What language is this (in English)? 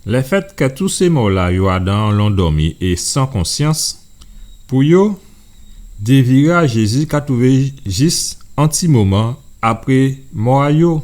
Guadeloupean Creole French